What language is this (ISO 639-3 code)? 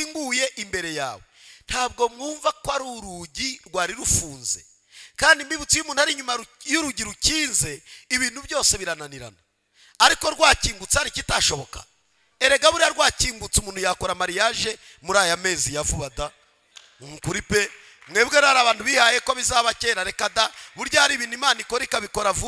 kin